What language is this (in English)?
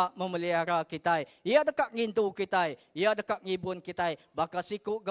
Iban